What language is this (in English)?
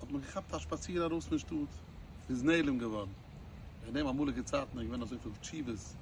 Yiddish